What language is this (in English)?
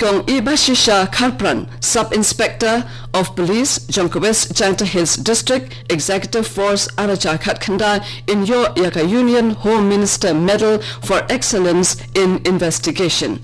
Khasi